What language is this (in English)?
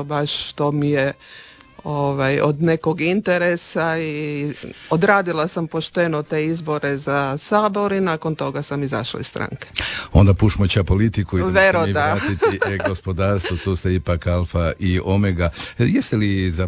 Croatian